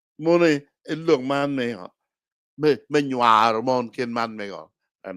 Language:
Acoli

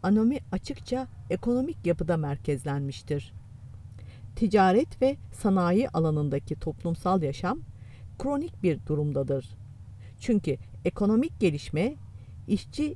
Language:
Turkish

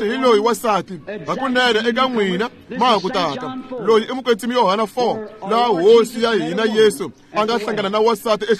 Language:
Tsonga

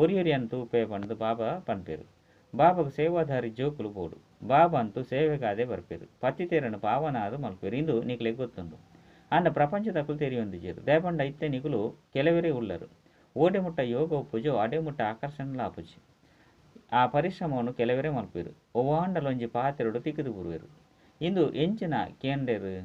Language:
Tulu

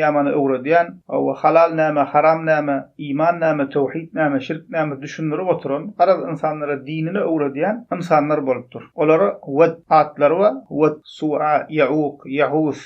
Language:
Turkmen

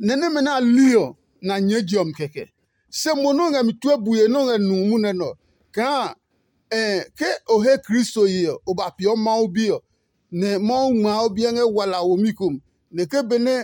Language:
Adangme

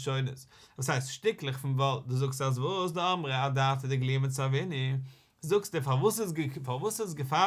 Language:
Yiddish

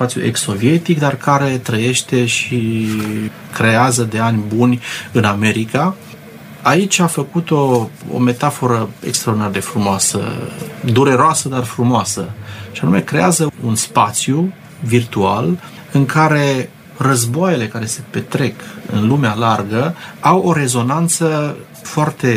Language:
Romanian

